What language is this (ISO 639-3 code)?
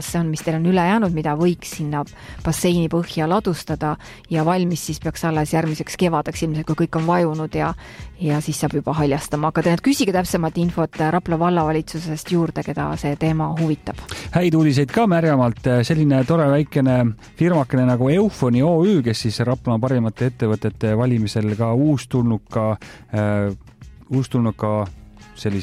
est